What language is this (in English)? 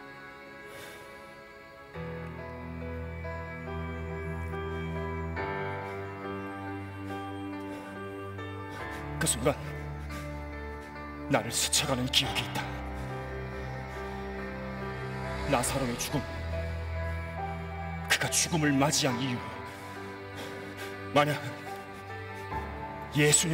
Korean